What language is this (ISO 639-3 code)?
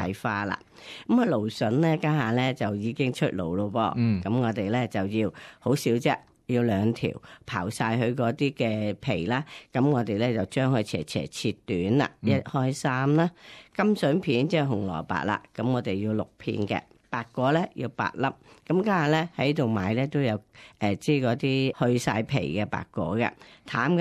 yue